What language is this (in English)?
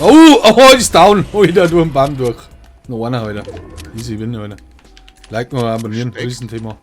Bavarian